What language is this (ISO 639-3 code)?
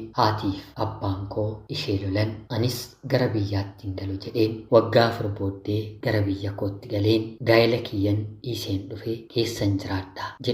orm